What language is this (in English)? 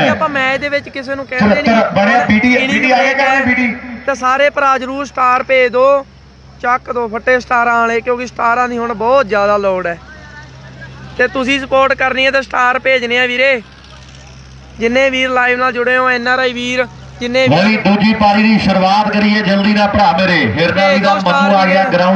Punjabi